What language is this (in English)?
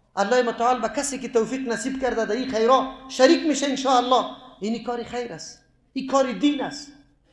Persian